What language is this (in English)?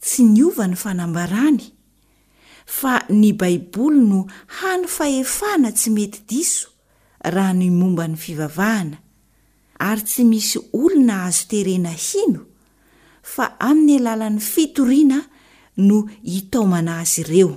Malagasy